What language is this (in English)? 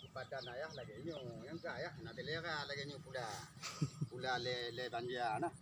Achinese